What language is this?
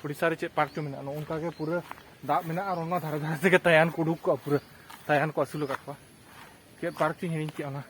Santali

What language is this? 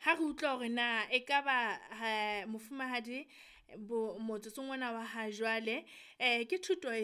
Southern Sotho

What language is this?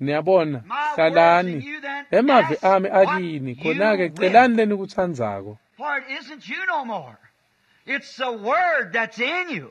Swati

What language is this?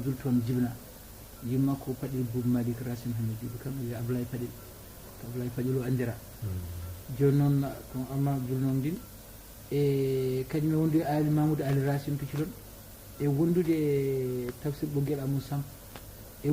Fula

